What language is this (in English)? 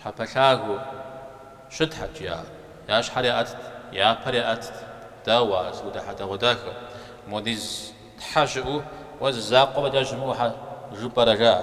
Kabardian